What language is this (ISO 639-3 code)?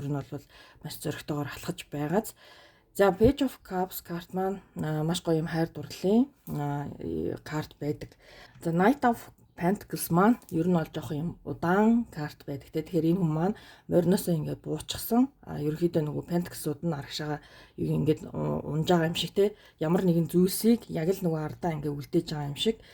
mon